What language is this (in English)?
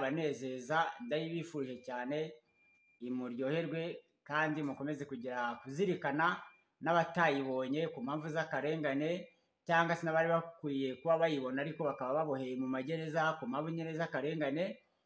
Kinyarwanda